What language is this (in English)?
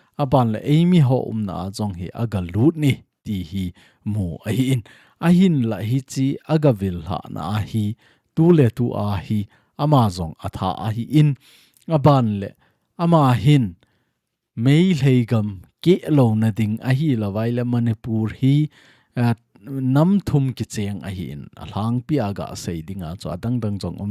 Thado Chin